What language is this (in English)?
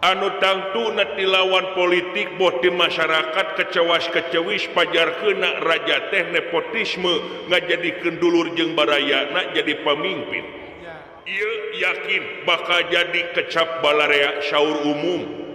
Sundanese